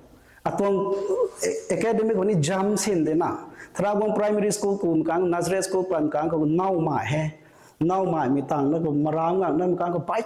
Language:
Rongmei Naga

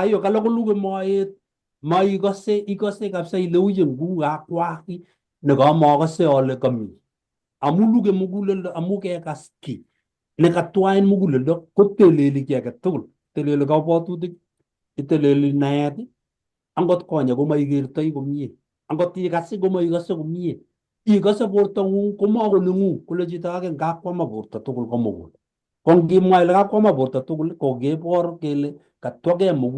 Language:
Kalenjin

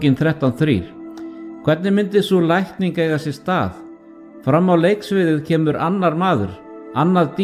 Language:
Icelandic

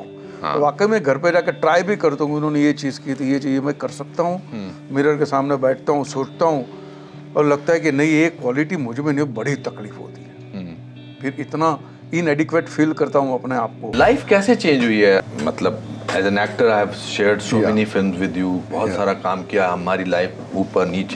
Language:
Hindi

